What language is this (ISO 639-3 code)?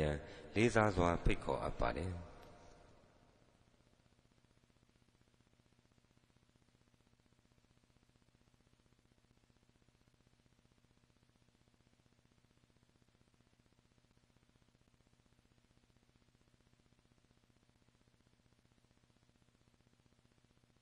mya